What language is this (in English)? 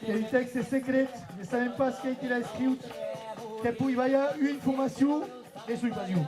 Occitan